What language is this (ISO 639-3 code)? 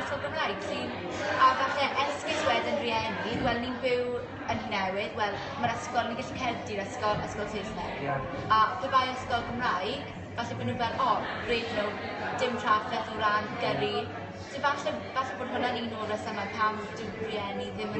cym